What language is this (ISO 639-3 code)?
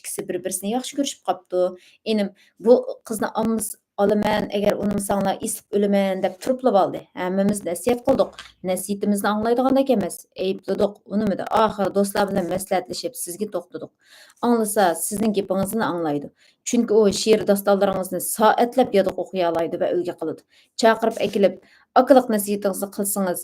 uig